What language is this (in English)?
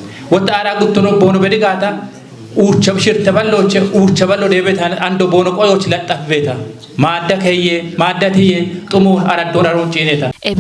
Kafa